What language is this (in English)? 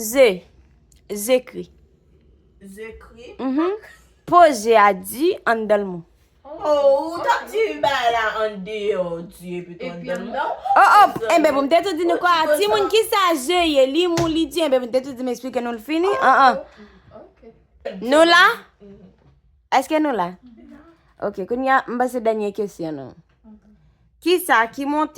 Haitian Creole